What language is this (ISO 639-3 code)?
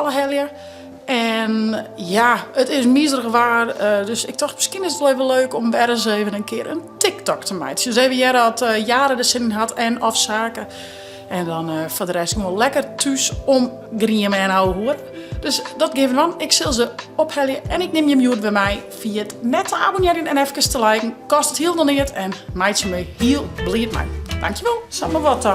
fry